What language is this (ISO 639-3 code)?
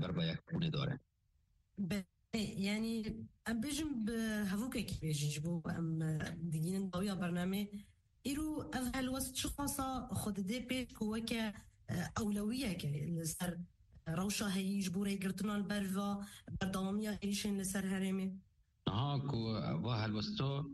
kur